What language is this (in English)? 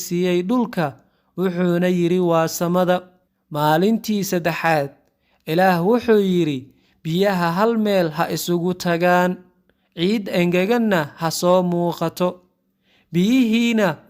Somali